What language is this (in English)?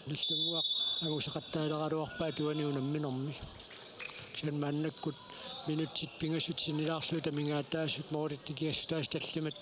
Kalaallisut